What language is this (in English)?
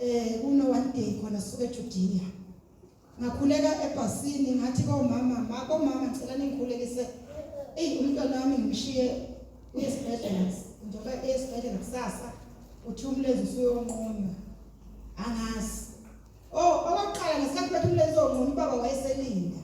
Zulu